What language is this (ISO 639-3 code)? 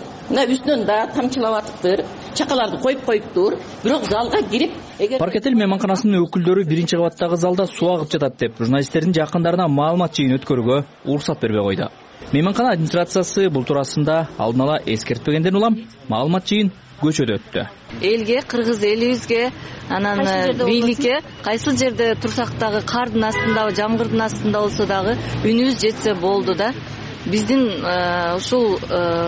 kir